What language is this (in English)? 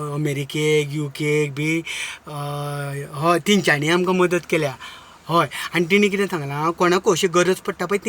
Konkani